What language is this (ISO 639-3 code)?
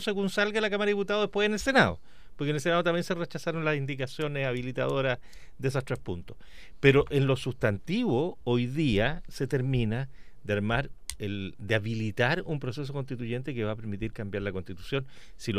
spa